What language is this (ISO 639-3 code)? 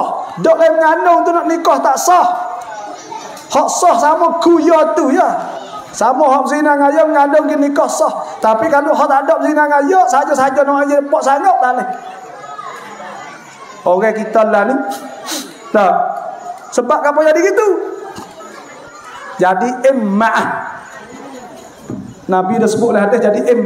msa